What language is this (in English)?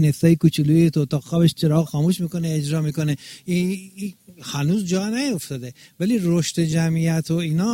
Persian